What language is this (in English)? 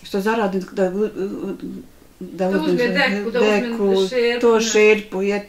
Bosnian